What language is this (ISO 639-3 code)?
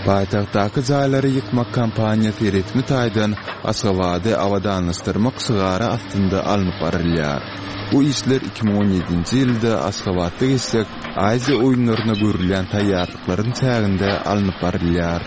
tuk